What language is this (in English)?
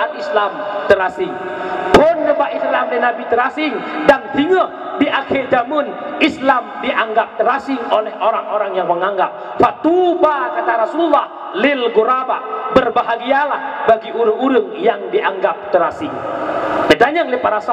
Achinese